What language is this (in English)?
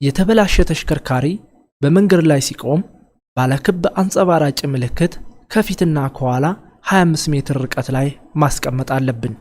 Amharic